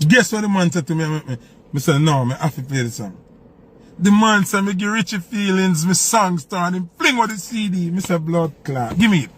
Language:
Jamaican Creole English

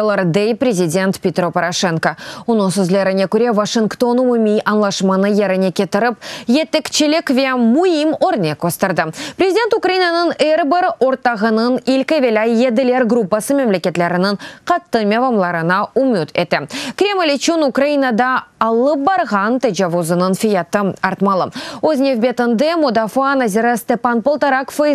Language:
Crimean Tatar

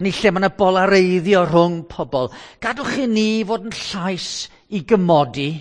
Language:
Welsh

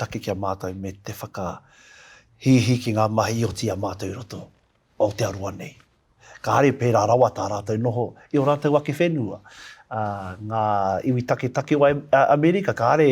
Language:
Māori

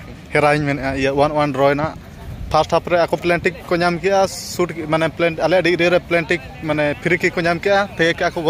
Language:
Santali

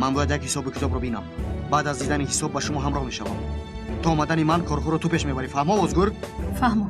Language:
Tajik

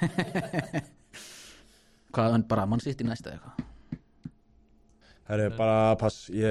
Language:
Icelandic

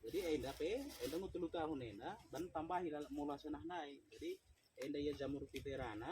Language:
Batak Karo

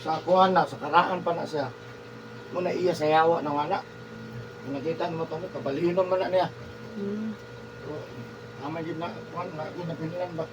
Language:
Cebuano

